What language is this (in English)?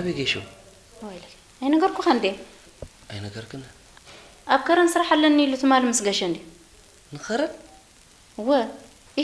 Tigrinya